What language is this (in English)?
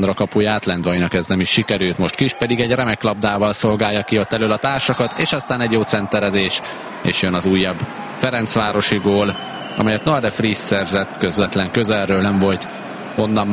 Hungarian